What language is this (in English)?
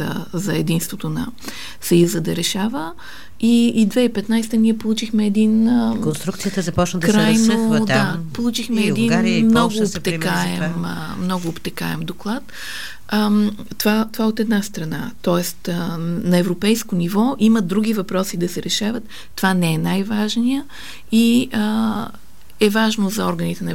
Bulgarian